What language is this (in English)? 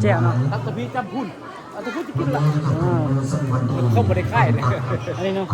Northeastern Thai